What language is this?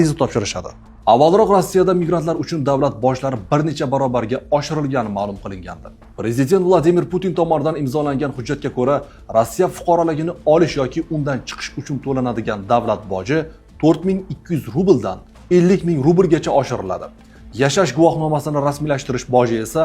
Uzbek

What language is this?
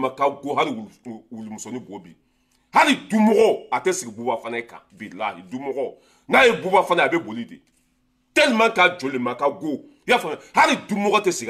Bambara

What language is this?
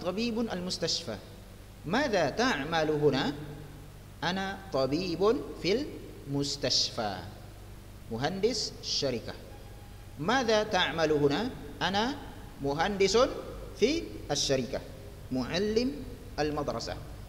Arabic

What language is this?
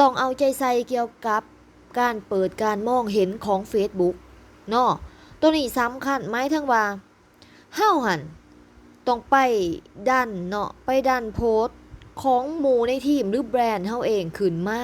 Lao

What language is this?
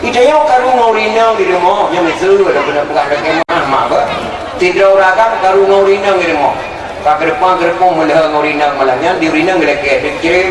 Achinese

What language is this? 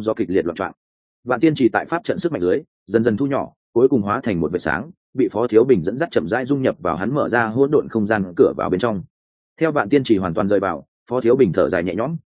Vietnamese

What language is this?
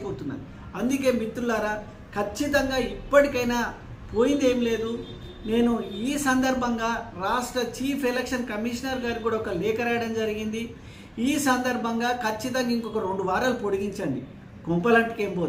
Telugu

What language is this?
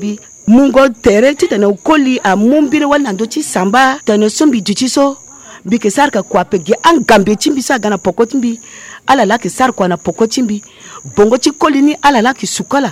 Sango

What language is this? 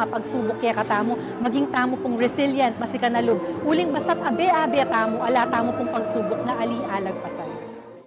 Pampanga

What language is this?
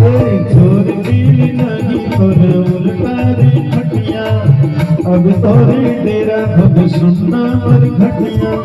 Chhattisgarhi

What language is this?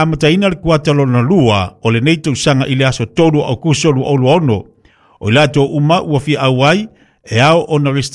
Samoan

